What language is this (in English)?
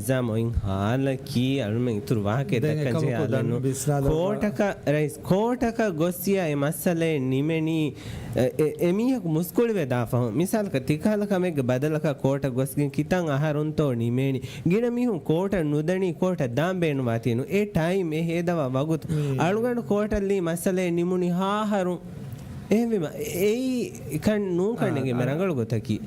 Divehi